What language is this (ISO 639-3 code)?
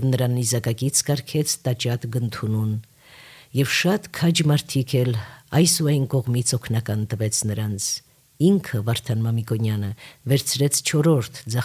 hye